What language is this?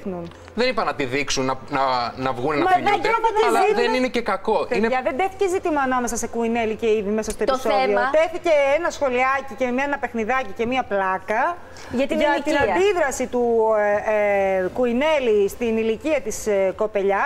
Greek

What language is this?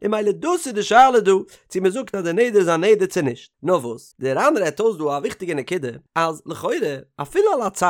Yiddish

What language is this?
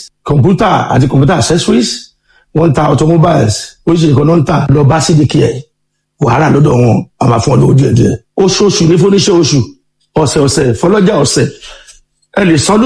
Yoruba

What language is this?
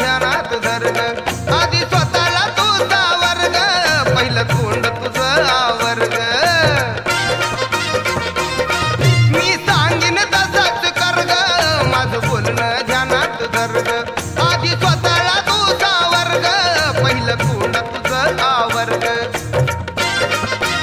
Marathi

